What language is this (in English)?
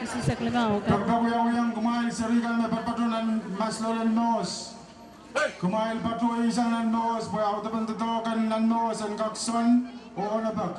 Pohnpeian